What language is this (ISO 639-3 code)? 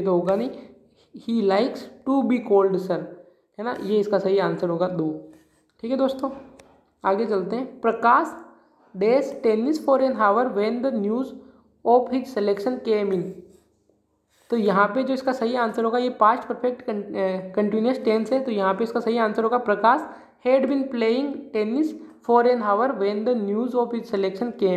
hin